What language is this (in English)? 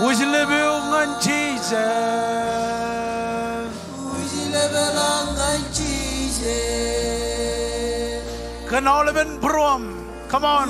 Marshallese